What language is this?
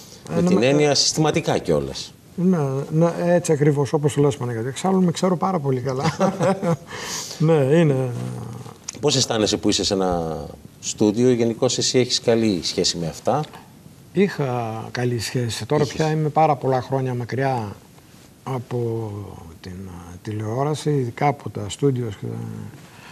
Greek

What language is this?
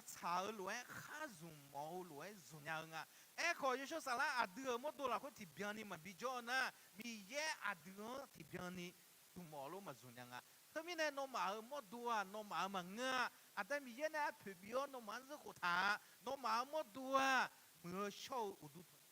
Akha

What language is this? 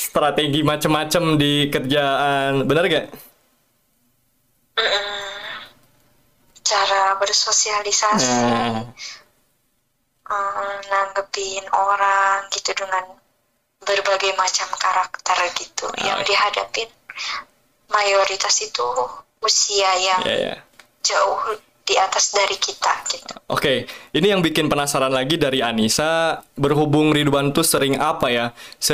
Indonesian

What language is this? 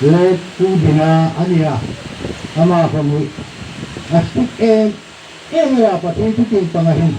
Hmar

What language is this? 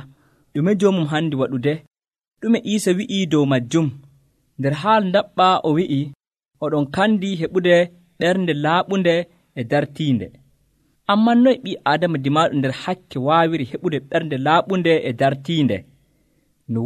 Nigerian Fulfulde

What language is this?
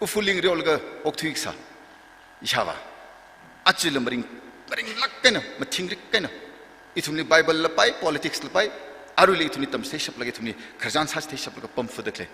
Tangkhul Naga (India)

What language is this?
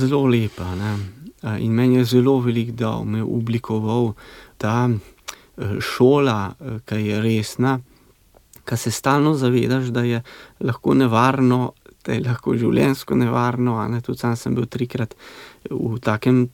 Slovenian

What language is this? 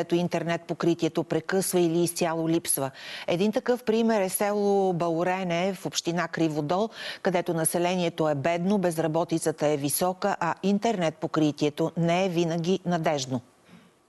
Bulgarian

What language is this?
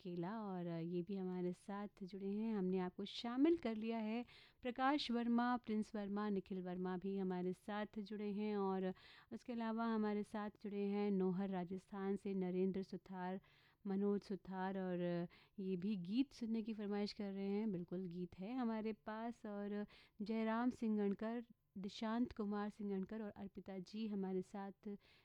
Hindi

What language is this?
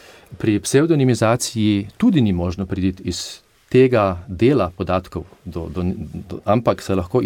Slovenian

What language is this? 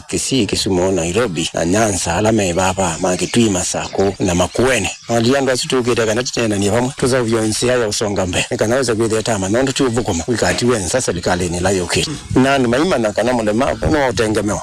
Kamba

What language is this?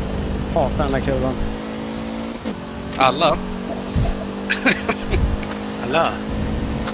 Swedish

